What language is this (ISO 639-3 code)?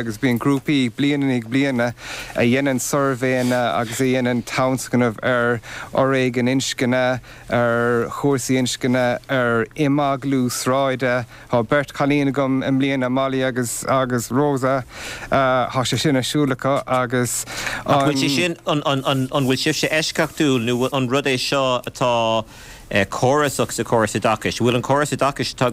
gle